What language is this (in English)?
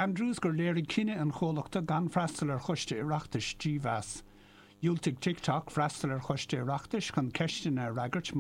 Irish